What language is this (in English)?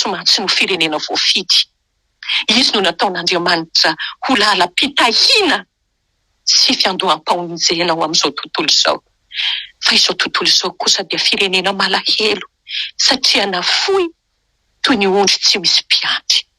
Malagasy